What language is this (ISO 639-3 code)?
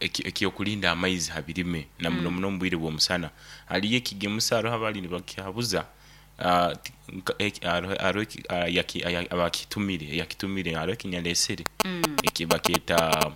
nyo